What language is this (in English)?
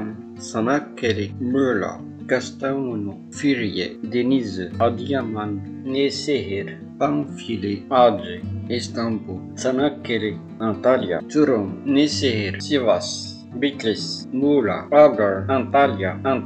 French